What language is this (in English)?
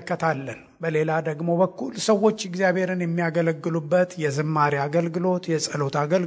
Amharic